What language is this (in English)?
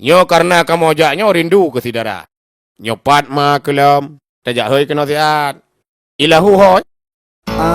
Achinese